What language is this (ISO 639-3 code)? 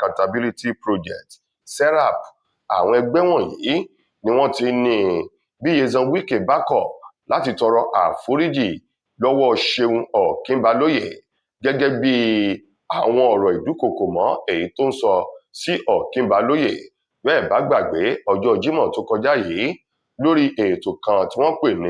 yor